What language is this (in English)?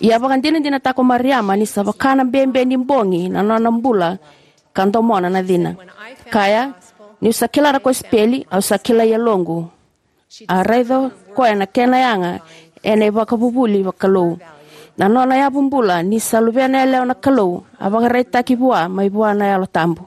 Fijian